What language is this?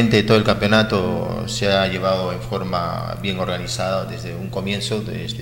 Spanish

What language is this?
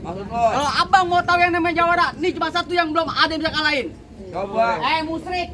Betawi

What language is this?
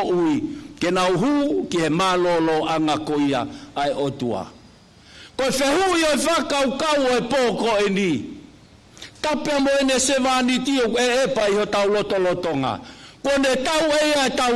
Tongan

